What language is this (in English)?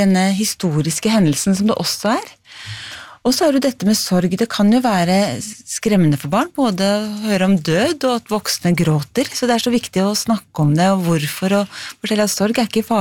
Norwegian